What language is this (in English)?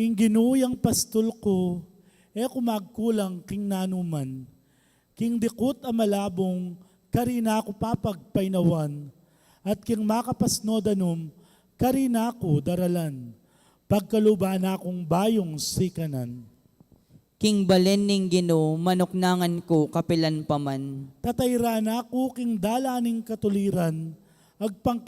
Pampanga